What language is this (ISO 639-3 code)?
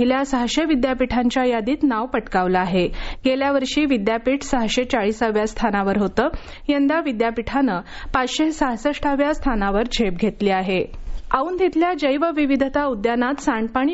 mar